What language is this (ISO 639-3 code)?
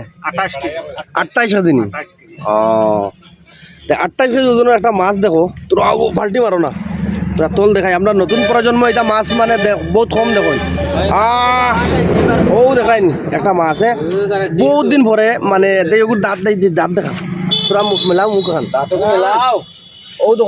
syl